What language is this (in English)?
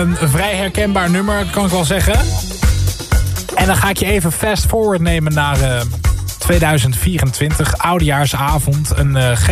Dutch